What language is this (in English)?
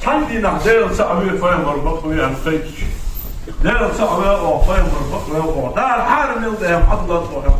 Ingush